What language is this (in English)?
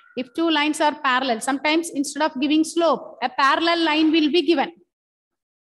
English